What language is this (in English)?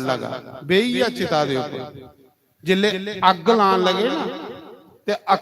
Dogri